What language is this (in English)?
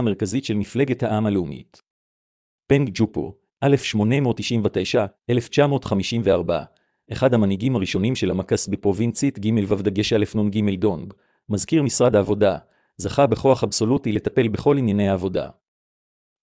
Hebrew